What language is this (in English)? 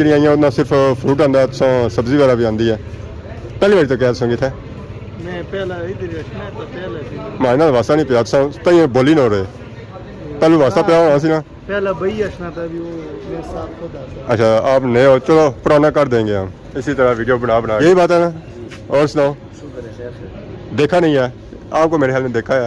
Pahari-Potwari